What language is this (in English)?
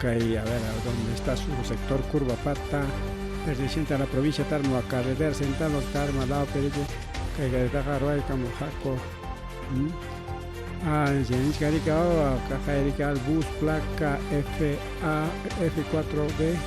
Ayacucho Quechua